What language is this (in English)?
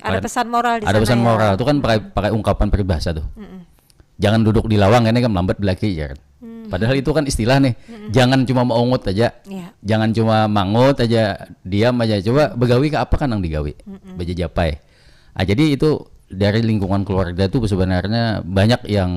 Banjar